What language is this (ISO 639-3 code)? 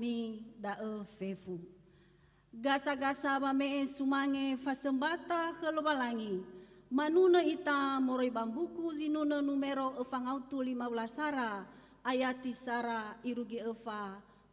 nia